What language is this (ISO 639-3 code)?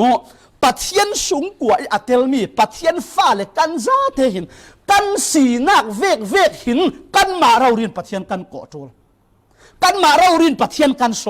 cfm